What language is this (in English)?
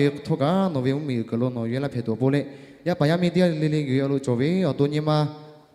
Lahu